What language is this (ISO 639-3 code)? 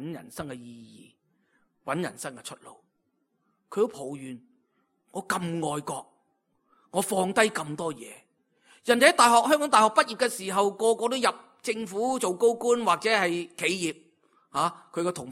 yue